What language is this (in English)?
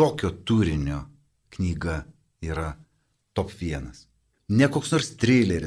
Lithuanian